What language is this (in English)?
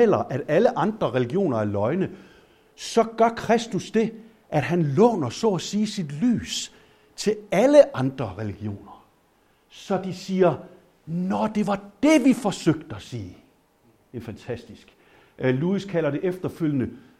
Danish